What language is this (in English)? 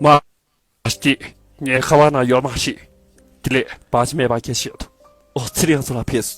Tibetan